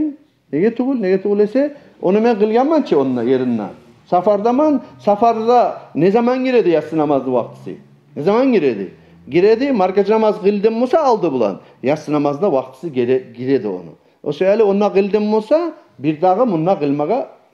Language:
Kumyk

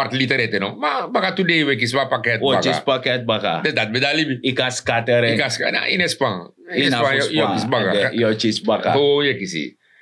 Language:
Sranan Tongo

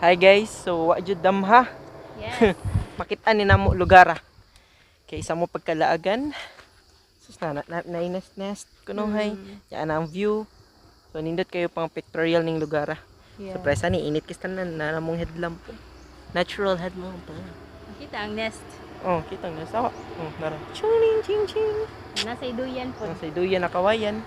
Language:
Cebuano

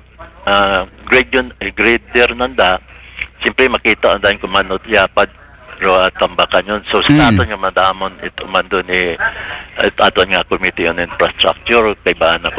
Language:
Aklanon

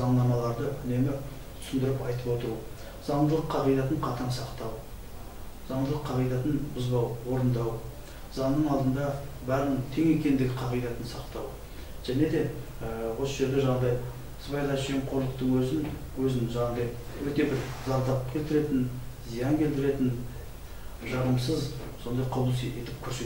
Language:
Kazakh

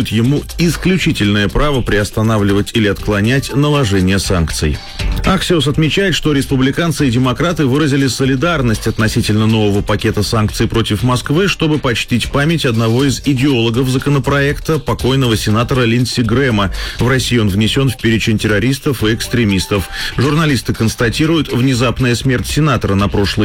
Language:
Russian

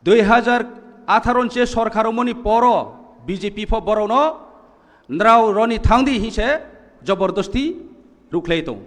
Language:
Kok Borok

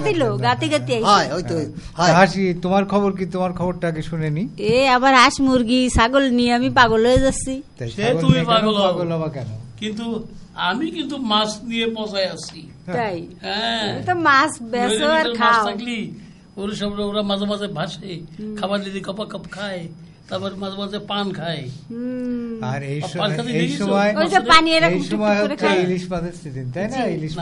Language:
Bangla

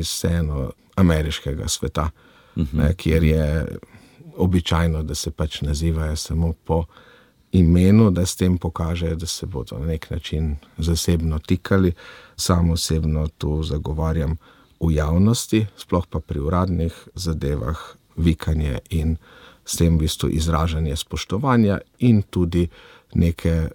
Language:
Slovenian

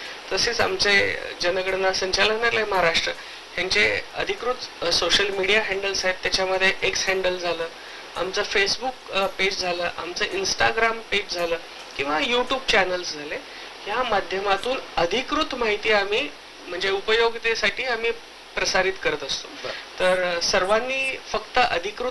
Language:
Marathi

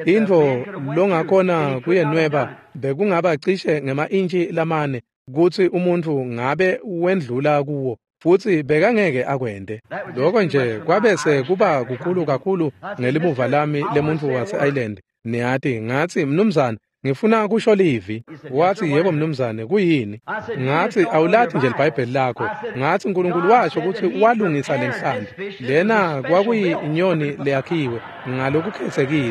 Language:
Swati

